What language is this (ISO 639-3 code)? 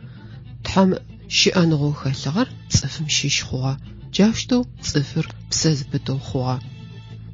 ady